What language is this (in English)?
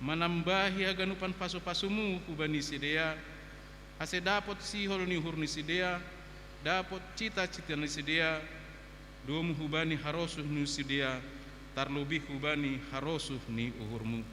Batak Simalungun